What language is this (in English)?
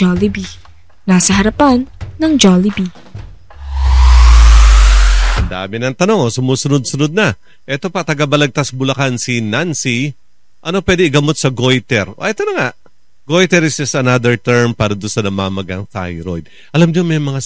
Filipino